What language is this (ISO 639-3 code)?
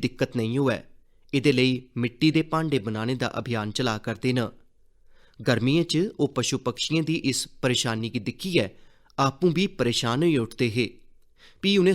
doi